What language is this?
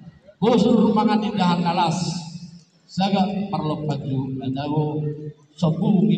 Batak Toba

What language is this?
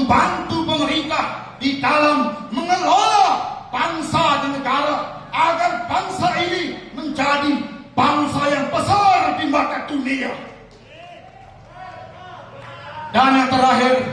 Indonesian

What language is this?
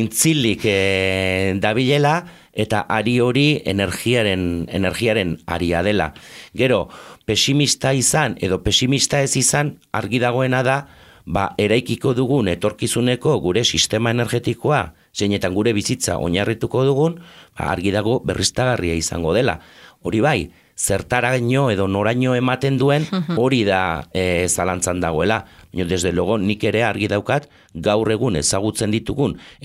Basque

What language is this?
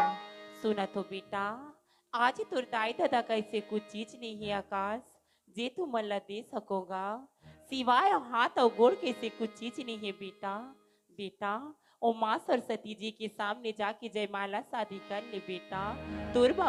Chhattisgarhi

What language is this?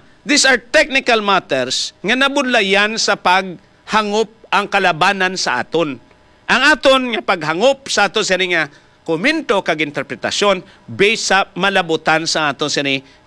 Hiligaynon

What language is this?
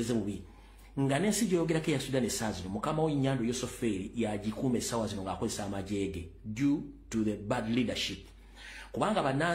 Ganda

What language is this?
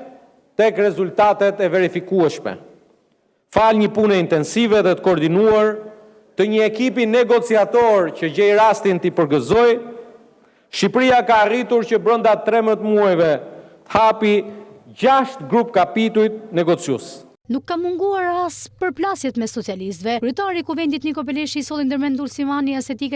Albanian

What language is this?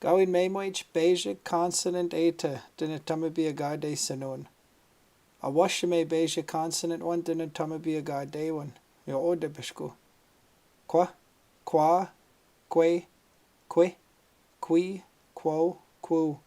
Chippewa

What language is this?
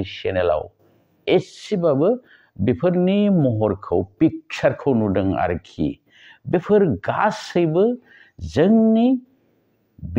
Bodo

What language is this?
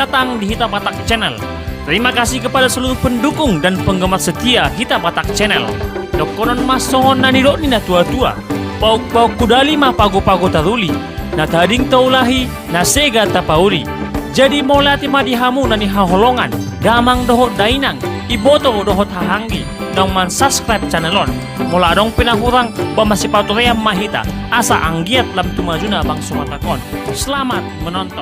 Batak Toba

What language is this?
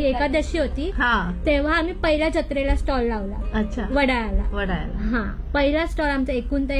Marathi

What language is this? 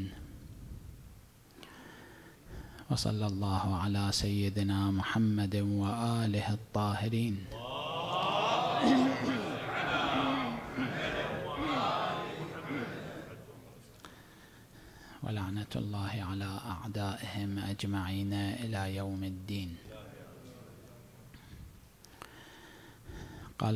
Arabic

